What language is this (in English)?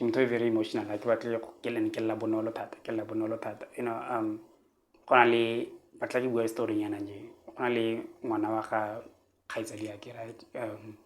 Tswana